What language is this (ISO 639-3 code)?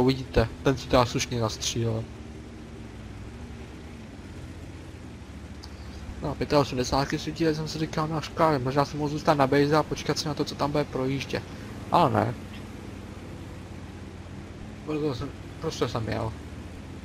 ces